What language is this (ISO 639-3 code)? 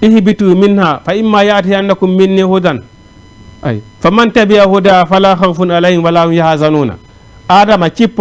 ful